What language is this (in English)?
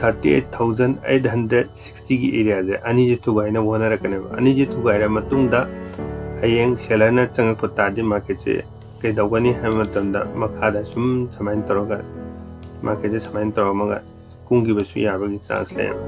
Manipuri